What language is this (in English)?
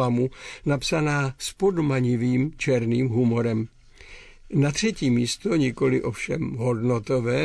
Czech